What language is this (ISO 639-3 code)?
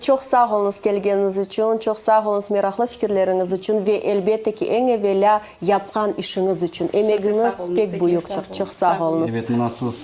crh